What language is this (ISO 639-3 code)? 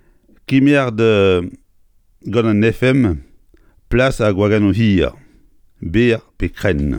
bre